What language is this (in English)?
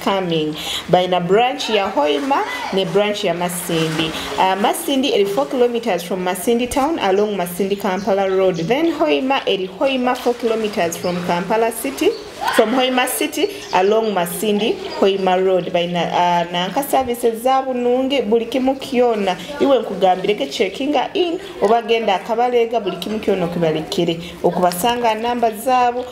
Tooro